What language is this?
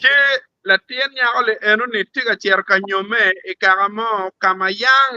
Acoli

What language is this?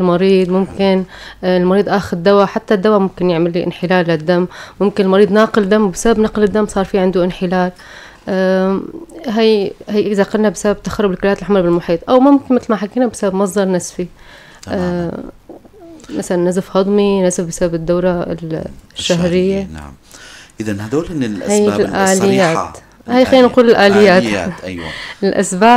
North Levantine Arabic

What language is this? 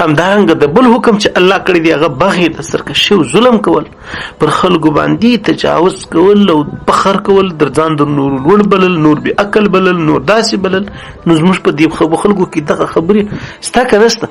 Pashto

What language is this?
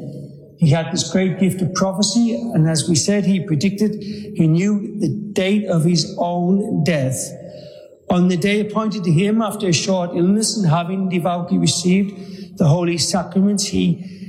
English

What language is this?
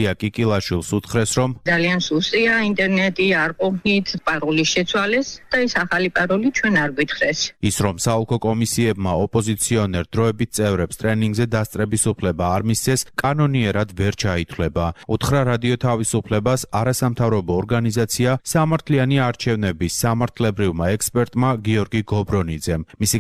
Georgian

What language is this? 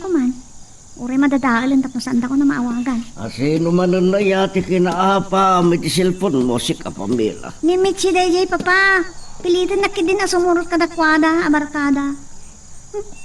Iloko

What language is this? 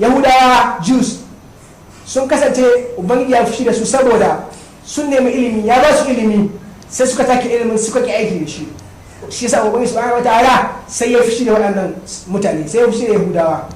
Hausa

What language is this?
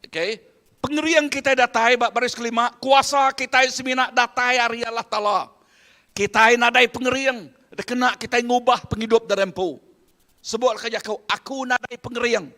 Iban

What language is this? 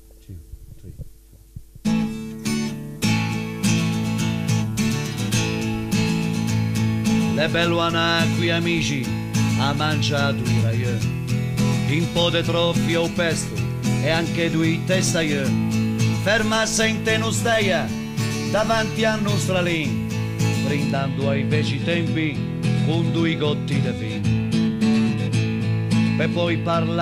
Italian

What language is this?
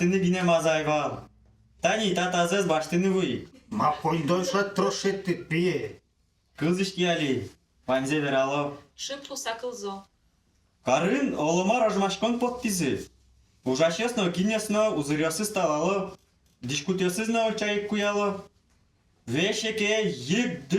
Udmurt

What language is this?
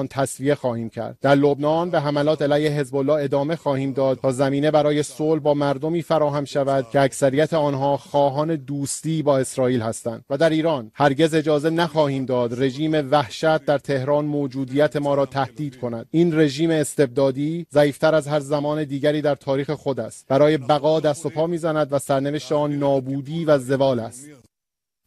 Persian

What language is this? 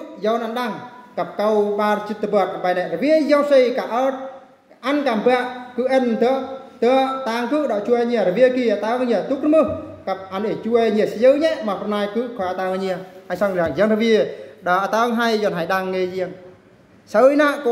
Eastern Bru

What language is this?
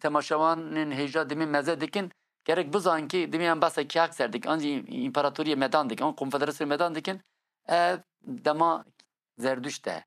Kurdish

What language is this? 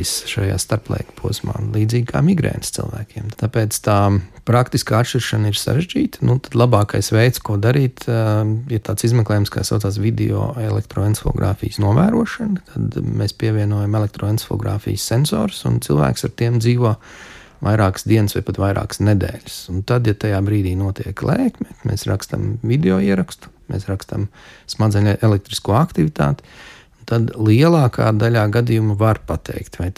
Latvian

